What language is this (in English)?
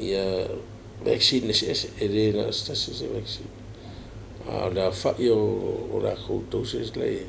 Samoan